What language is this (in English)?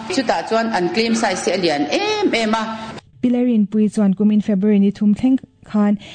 Mizo